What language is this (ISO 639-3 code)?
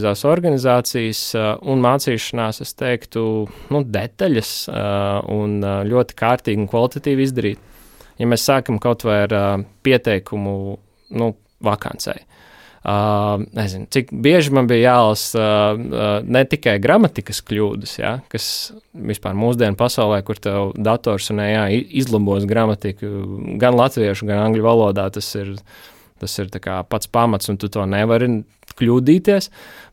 lav